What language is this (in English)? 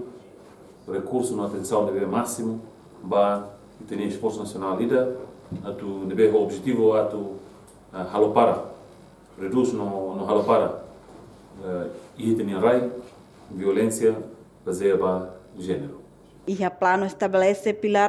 Tetum